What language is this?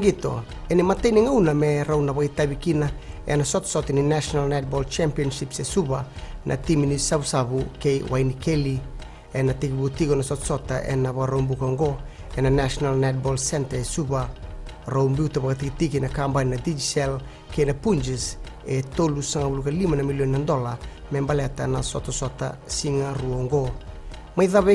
Fijian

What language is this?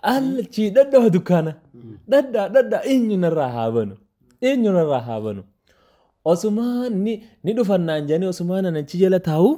Oromo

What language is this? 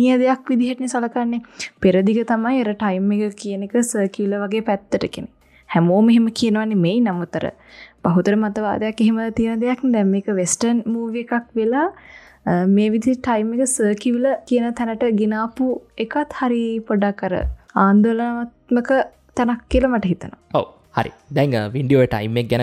Sinhala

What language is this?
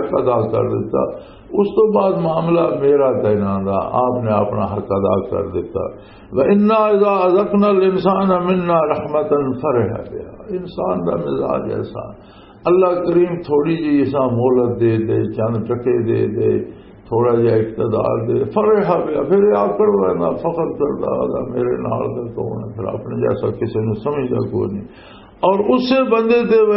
Western Panjabi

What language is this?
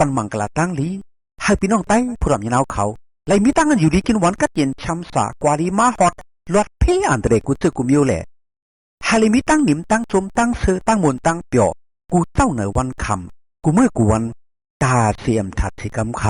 Shan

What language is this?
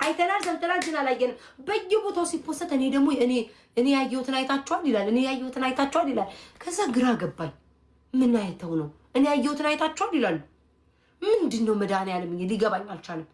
Amharic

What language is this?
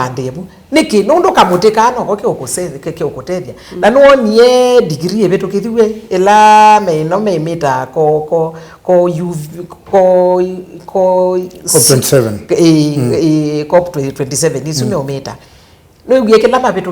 Kamba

